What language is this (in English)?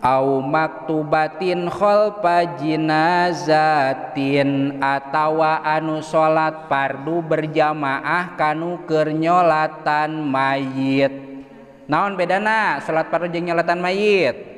Sundanese